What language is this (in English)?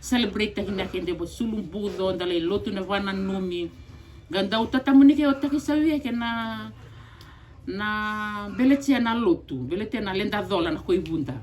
Fijian